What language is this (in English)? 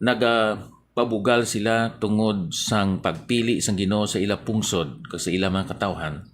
Hiligaynon